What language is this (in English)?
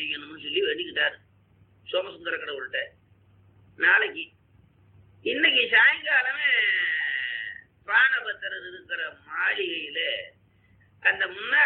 Tamil